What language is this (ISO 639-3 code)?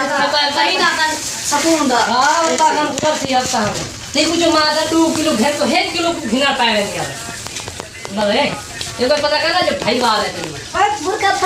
skr